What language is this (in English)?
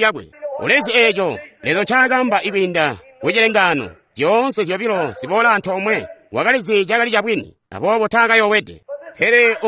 Tonga (Zambia)